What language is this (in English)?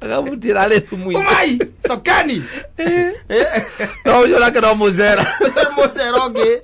Kikuyu